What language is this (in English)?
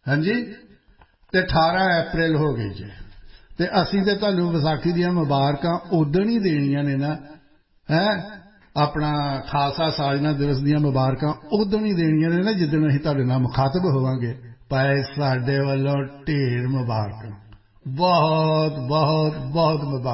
Punjabi